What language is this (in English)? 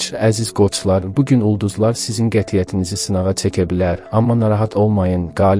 Azerbaijani